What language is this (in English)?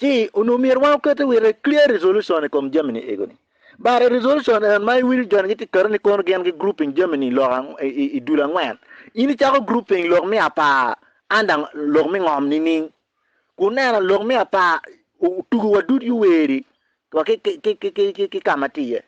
Acoli